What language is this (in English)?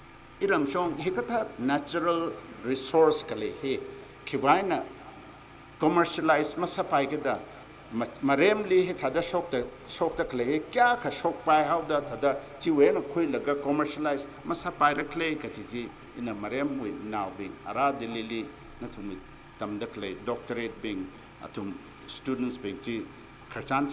Tangkhul Naga (India)